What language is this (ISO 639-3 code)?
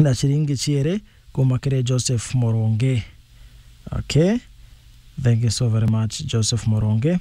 mer